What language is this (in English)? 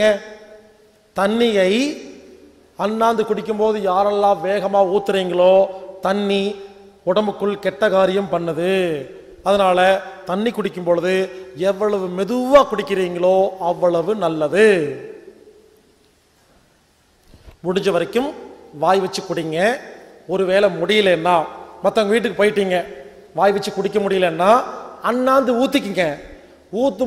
Tamil